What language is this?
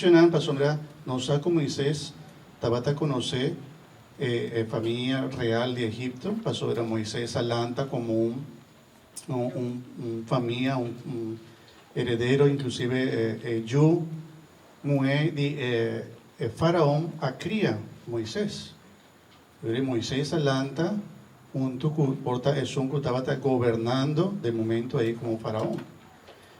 Papiamento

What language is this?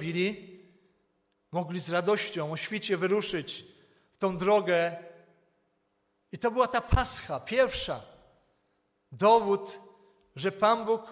Polish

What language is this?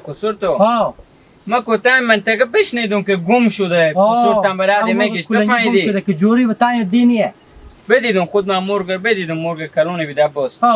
Hazaragi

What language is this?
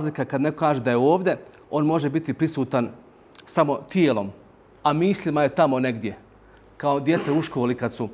Bosnian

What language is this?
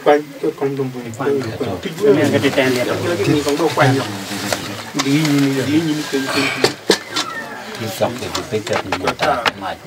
Acoli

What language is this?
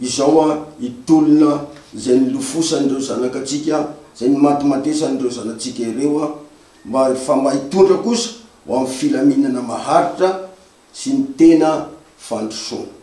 Malagasy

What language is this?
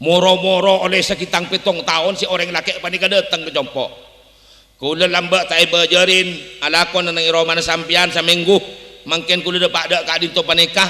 Madurese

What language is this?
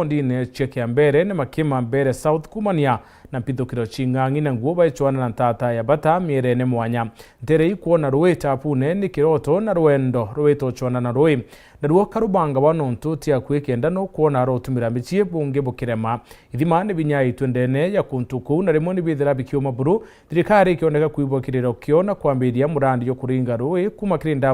Meru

